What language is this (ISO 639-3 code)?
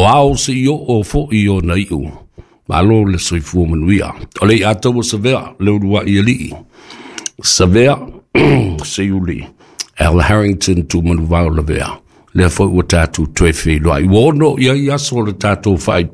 smo